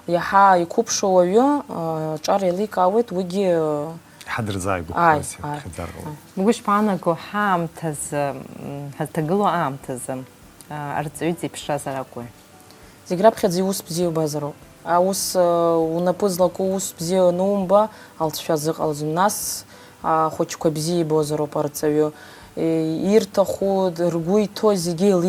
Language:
Abkhazian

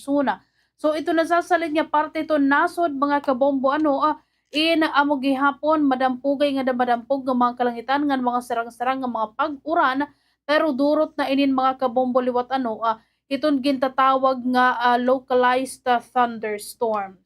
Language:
Waray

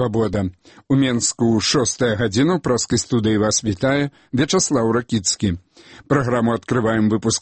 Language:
Belarusian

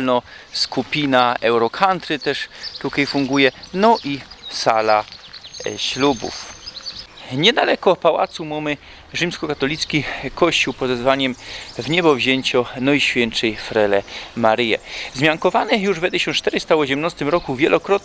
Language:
Silesian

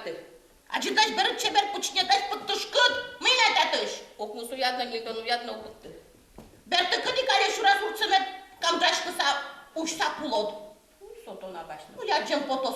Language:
Udmurt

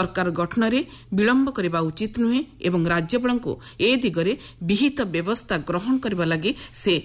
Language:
Odia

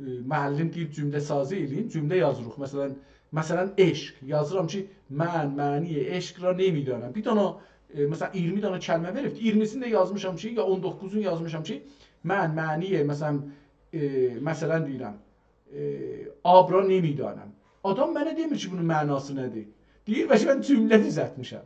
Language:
South Azerbaijani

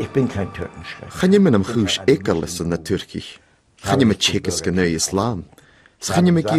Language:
Scottish Gaelic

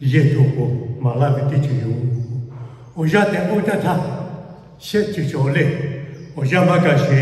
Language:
Lahu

